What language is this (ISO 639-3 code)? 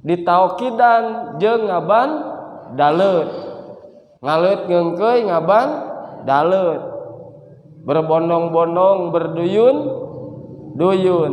sun